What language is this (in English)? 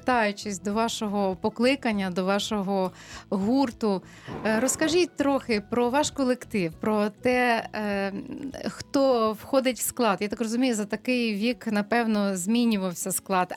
Ukrainian